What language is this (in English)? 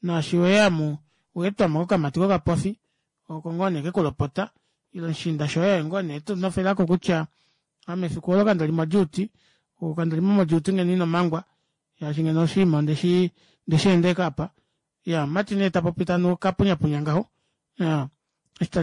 Kuanyama